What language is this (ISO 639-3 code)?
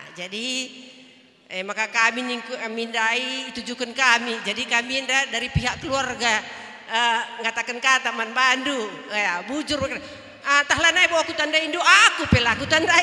btx